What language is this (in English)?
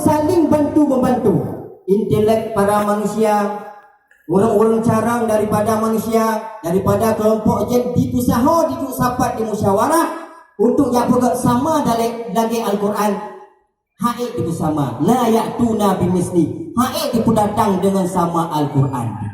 Achinese